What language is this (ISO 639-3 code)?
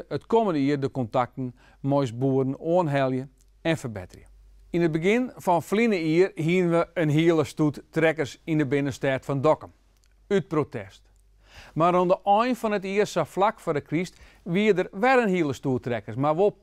fry